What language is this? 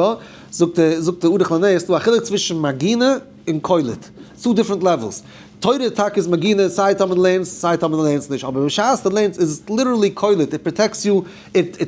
Yiddish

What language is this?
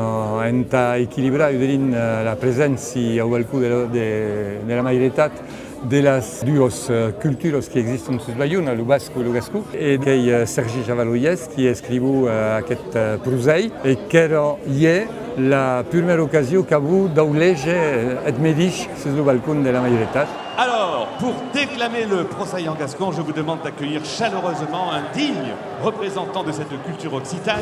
Occitan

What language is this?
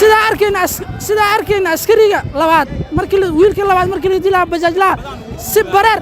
Somali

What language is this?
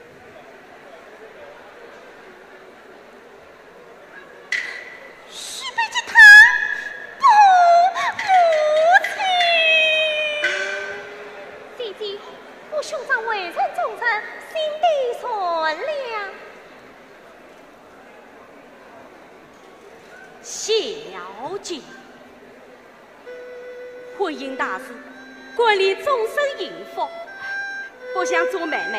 Chinese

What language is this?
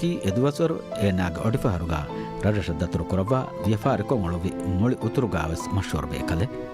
Divehi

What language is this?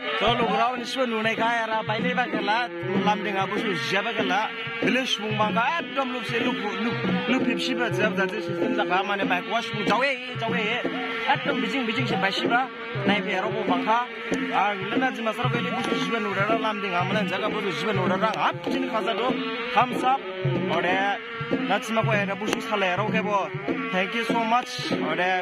Dimasa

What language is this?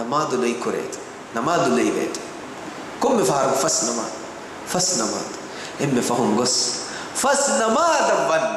Divehi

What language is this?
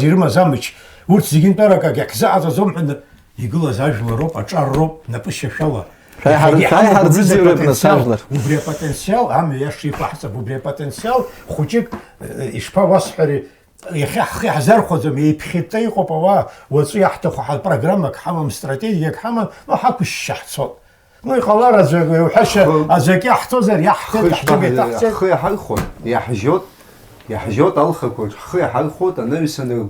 Abkhazian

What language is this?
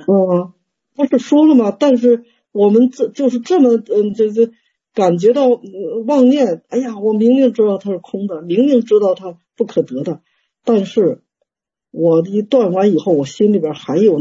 Chinese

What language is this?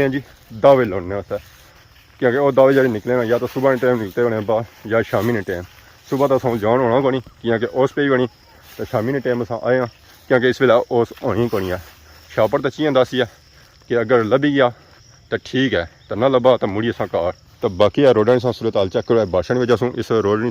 Pahari-Potwari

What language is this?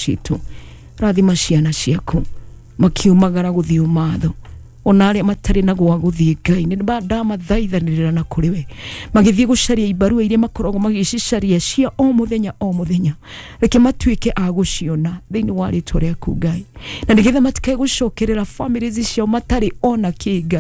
Kikuyu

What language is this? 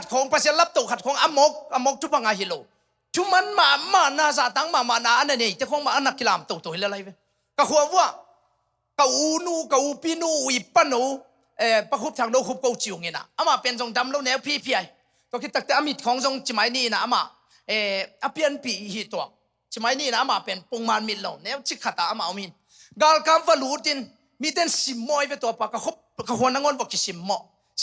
Tedim Chin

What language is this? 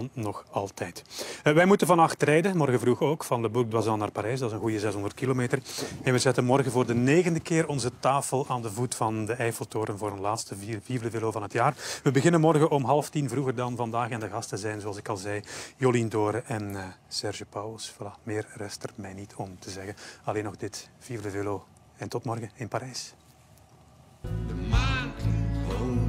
Dutch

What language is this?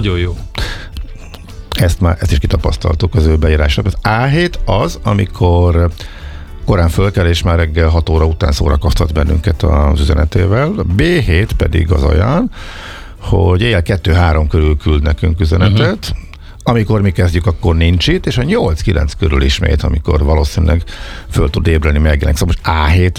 Hungarian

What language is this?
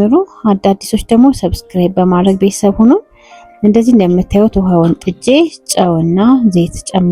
Amharic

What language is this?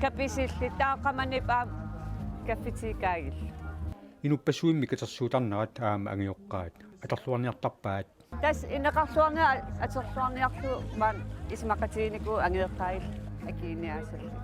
Kalaallisut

